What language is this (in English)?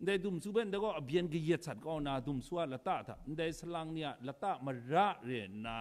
Kachin